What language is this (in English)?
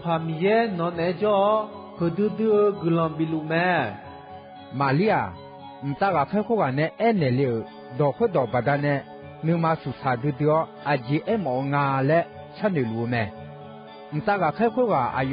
Akha